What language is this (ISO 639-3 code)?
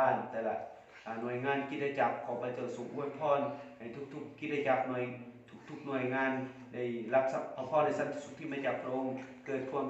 lao